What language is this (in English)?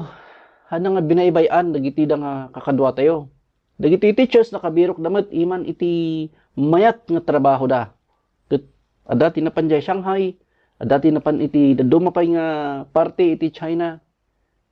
Iloko